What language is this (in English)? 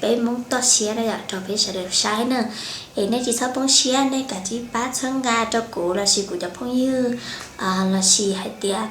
Hmong